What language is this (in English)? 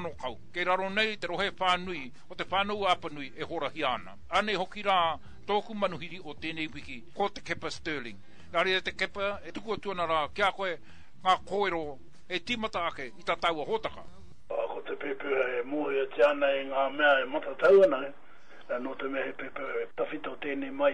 Māori